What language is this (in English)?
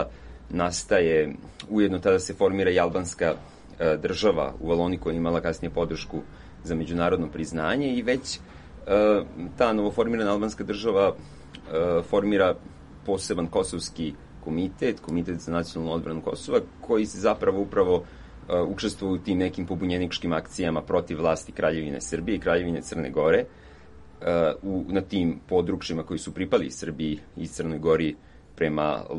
Serbian